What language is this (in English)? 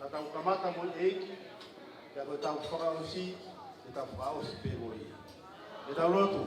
Tongan